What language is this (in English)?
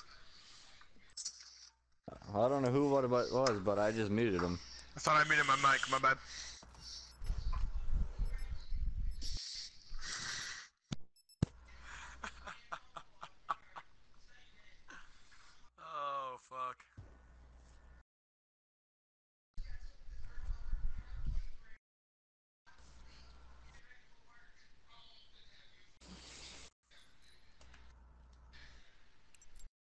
English